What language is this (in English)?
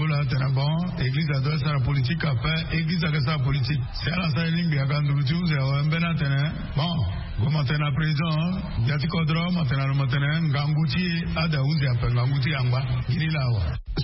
Sango